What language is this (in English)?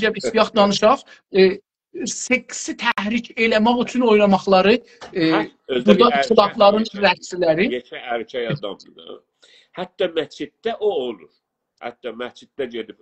South Azerbaijani